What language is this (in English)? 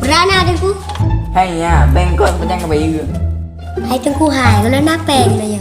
Achinese